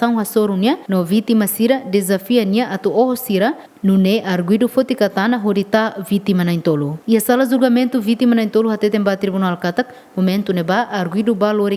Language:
Tetum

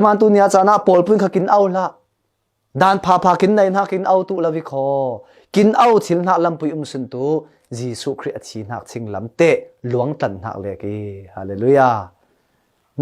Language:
Falam Chin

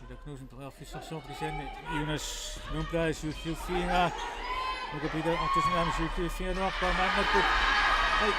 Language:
Kalaallisut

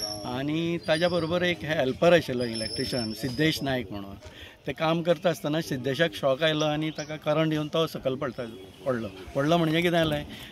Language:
Konkani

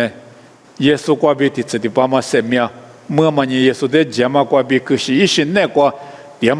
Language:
Lisu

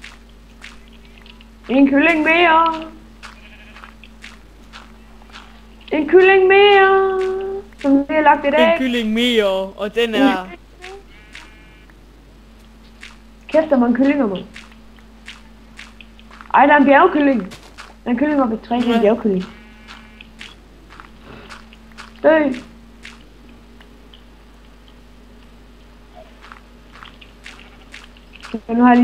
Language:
Danish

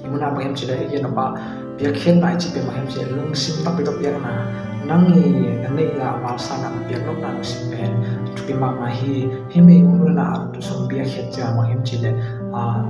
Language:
Tedim Chin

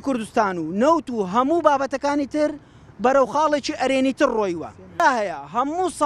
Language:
Central Kurdish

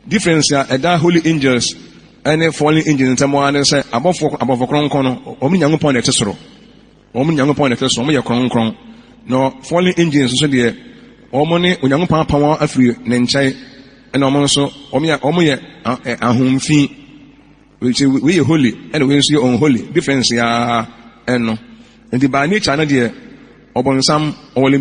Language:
Akan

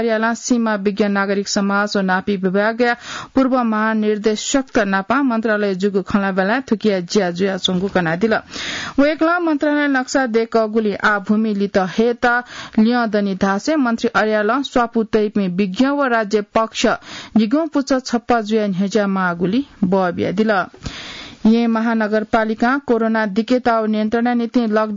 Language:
Newari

